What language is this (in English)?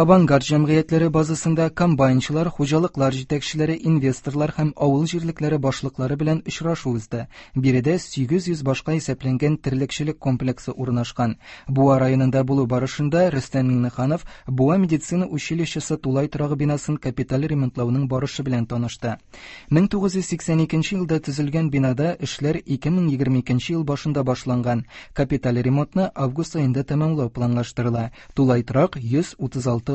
Tatar